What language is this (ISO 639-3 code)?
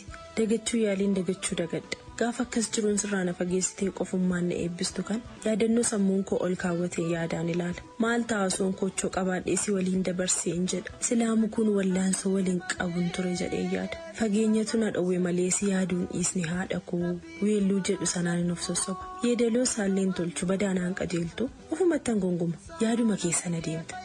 orm